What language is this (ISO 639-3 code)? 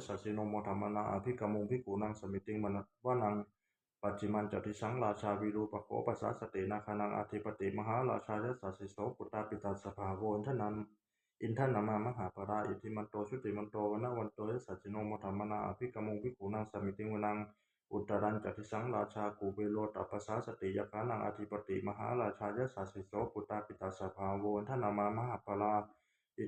pli